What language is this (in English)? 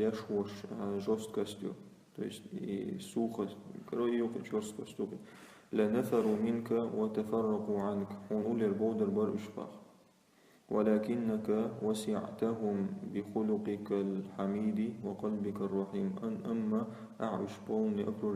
Chechen